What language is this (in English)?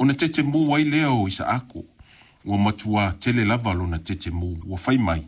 Samoan